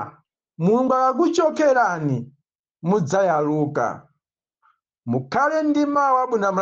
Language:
Nyanja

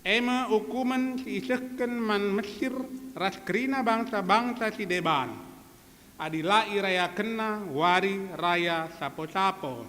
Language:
Batak Karo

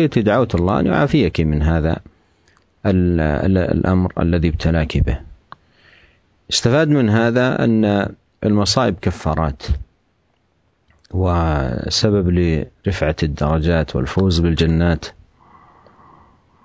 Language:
Arabic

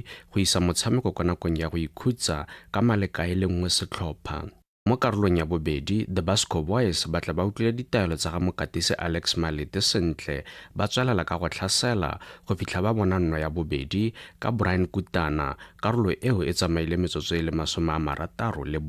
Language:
Tswana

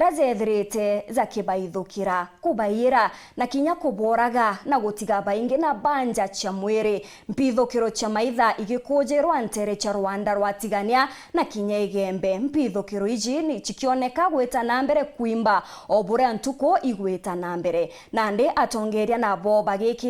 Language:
Meru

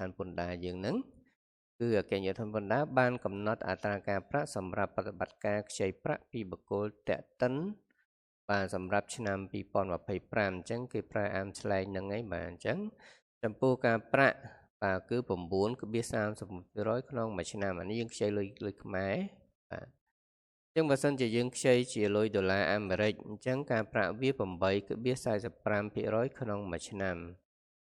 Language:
Khmer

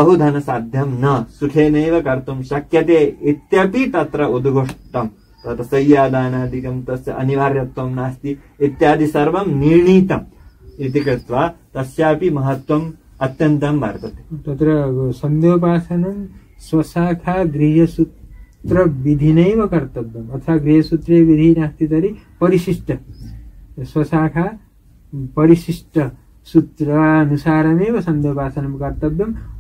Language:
Sanskrit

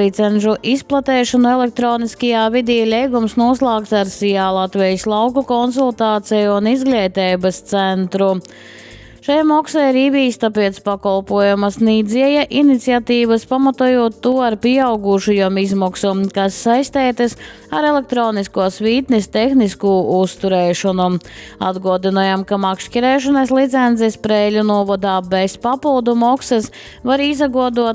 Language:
Latgalian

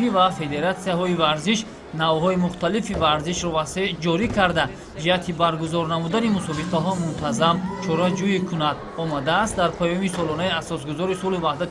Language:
Tajik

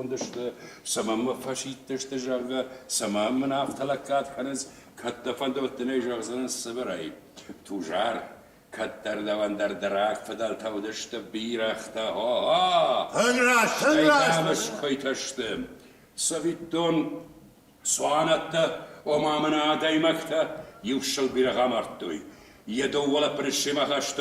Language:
Ossetic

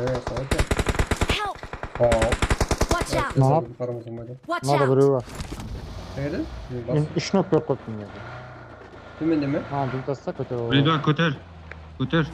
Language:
Kara-Kalpak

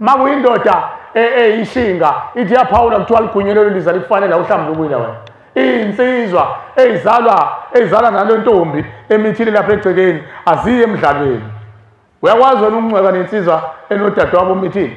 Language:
Zulu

